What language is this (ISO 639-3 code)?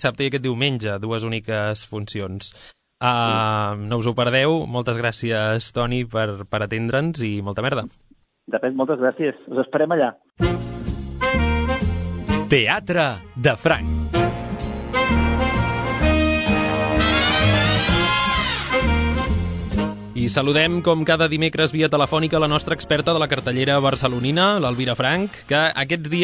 cat